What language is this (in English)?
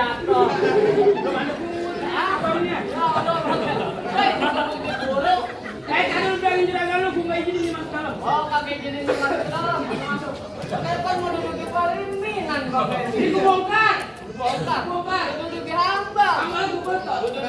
Betawi